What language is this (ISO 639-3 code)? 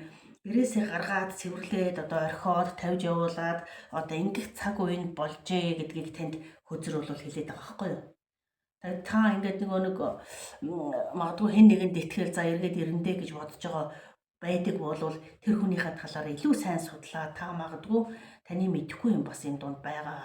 mon